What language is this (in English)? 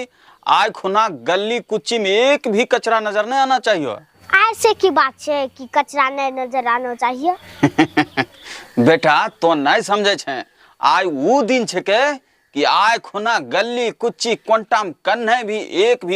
Angika